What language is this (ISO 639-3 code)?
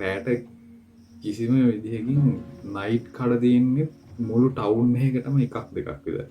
sin